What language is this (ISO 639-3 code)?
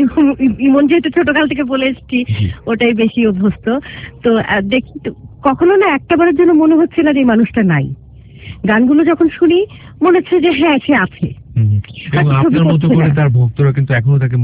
ben